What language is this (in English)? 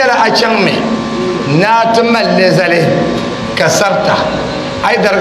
Dagbani